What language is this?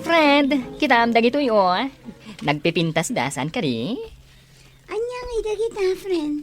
Iloko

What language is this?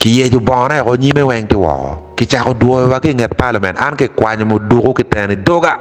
Acoli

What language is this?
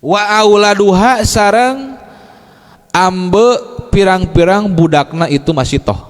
Sundanese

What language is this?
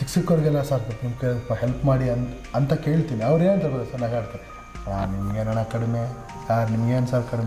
Kannada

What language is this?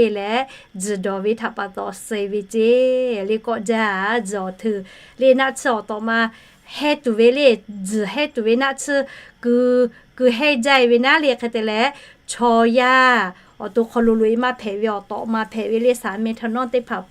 Lahu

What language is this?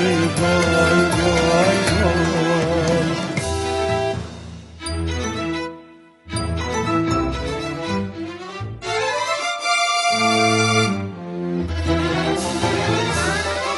Persian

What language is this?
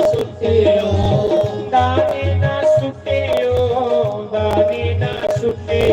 Dogri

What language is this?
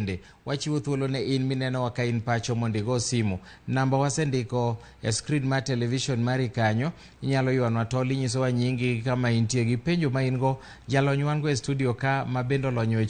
Luo (Kenya and Tanzania)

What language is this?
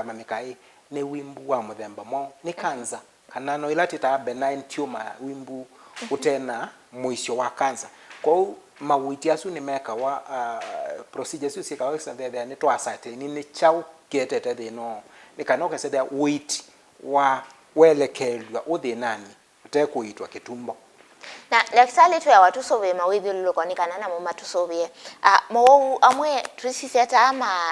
Kamba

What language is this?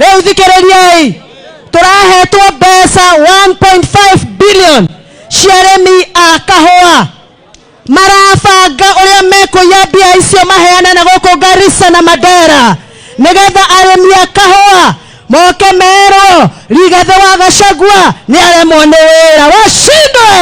Kikuyu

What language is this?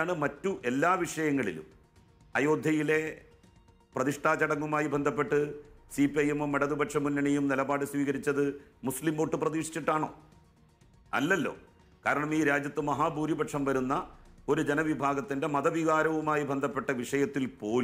Malayalam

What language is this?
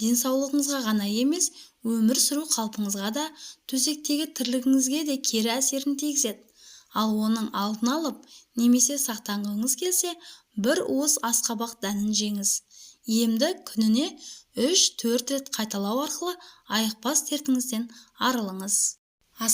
Kazakh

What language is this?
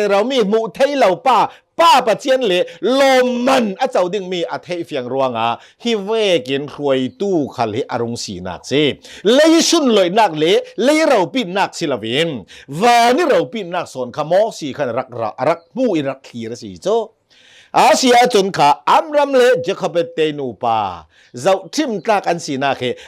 Hakha Chin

